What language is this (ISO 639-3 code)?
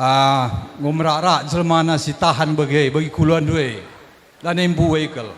btx